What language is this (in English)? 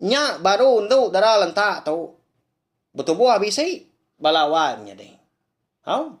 Iban